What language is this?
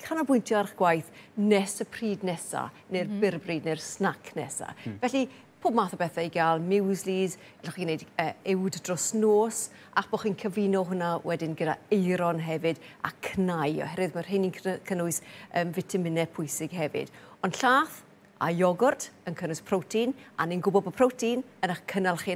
Welsh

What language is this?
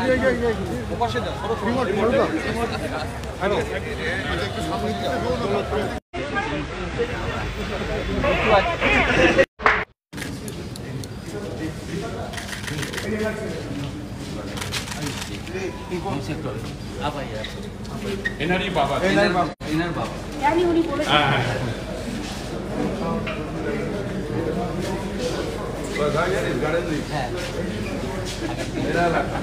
Bangla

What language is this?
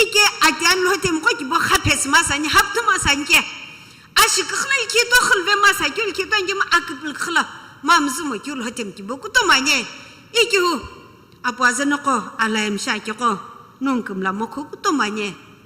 Sumi Naga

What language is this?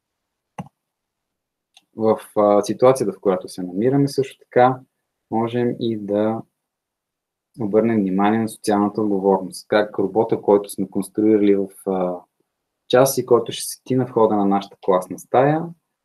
Bulgarian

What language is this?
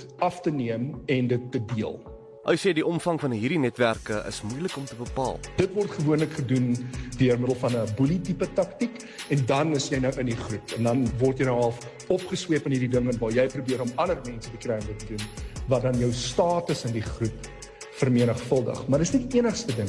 Afrikaans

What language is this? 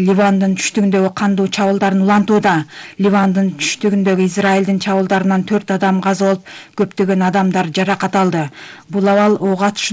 Kyrgyz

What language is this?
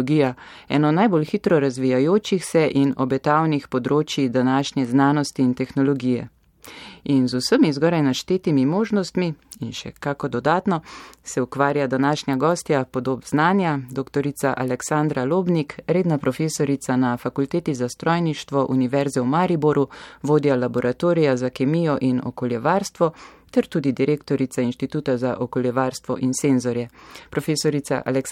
Slovenian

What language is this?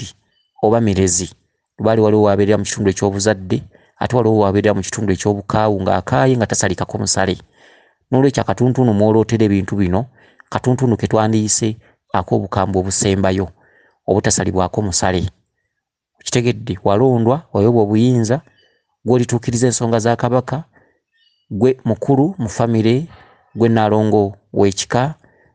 Ganda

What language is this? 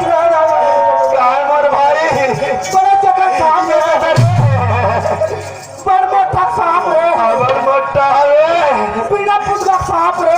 Chhattisgarhi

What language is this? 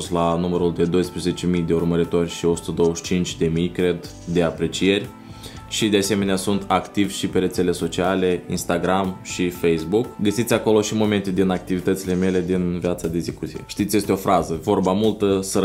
Romanian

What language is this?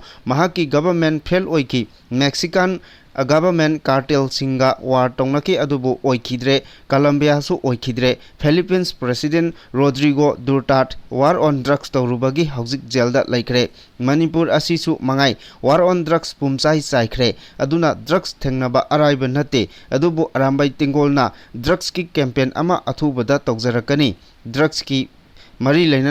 Manipuri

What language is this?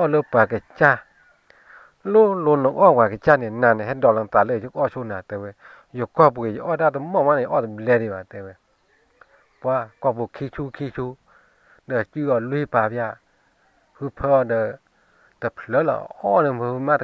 S'gaw Karen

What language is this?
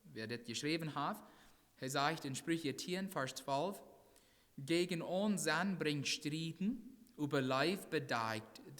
Plautdietsch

